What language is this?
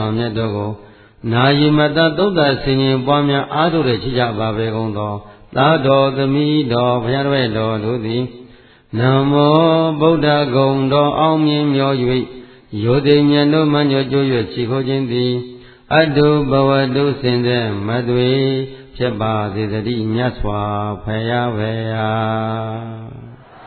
Burmese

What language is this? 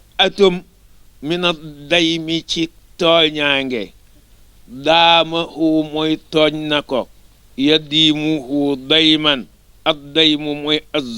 Wolof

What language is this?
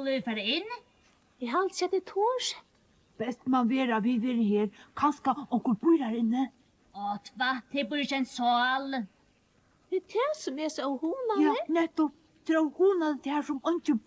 Faroese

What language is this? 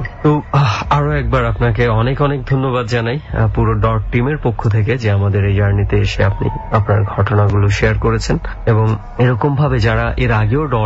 Bangla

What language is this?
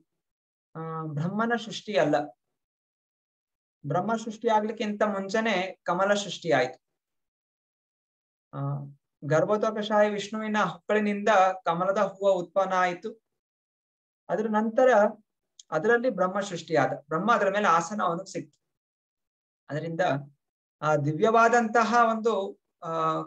Kannada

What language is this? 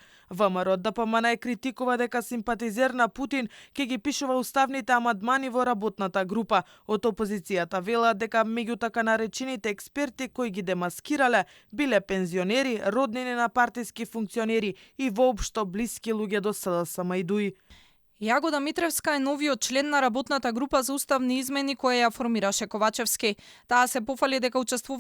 Macedonian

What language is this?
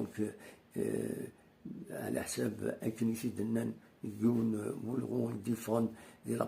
Kabyle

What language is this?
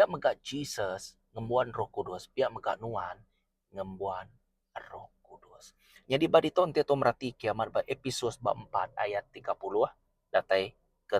Iban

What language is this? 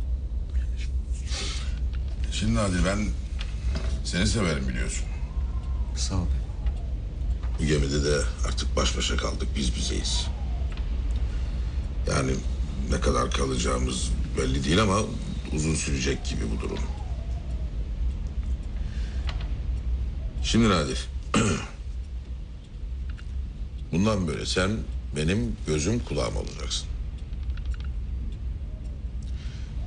Turkish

